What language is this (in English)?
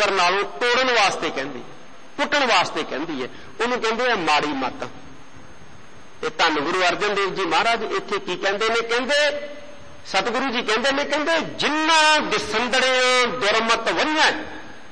Punjabi